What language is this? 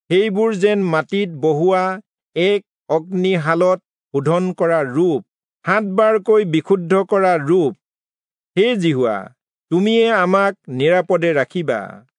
Assamese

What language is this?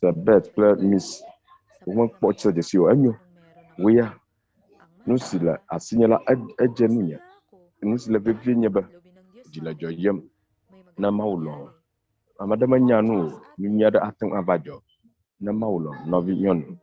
Ewe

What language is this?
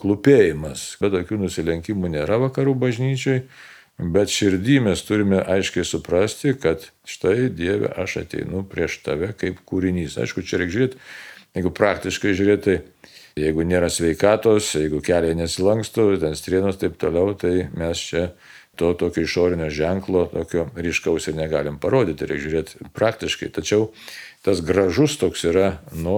Lithuanian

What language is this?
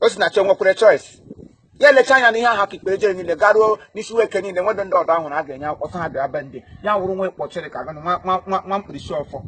Igbo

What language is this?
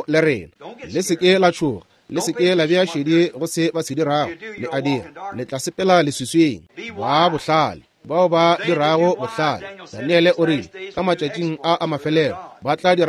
Northern Sotho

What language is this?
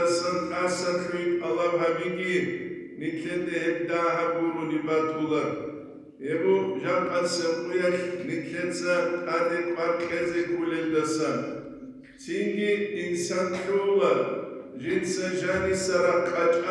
Avaric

